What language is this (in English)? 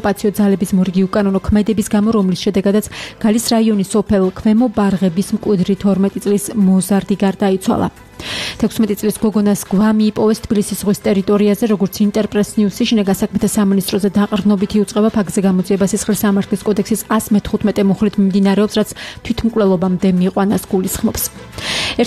Georgian